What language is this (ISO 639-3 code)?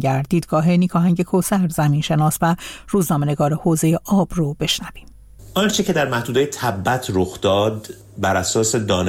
fas